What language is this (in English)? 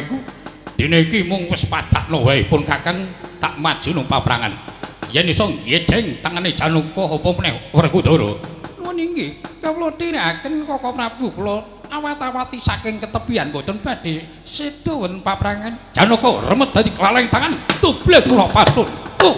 Javanese